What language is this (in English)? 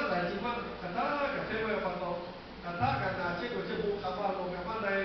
Lahu